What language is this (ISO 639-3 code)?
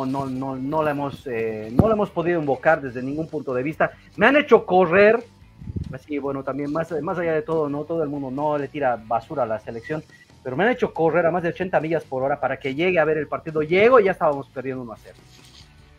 spa